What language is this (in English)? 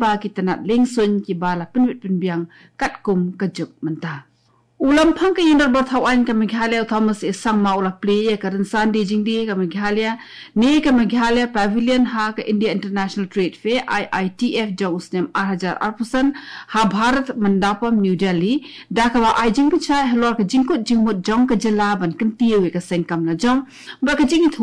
Khasi